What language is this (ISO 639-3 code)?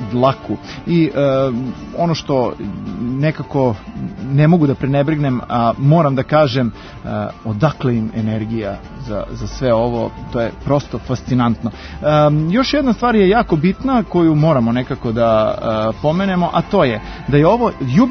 srp